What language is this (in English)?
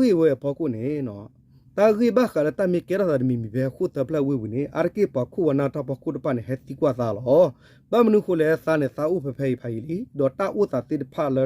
S'gaw Karen